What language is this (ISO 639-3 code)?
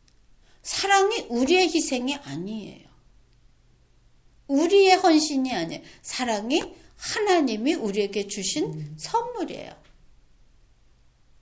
kor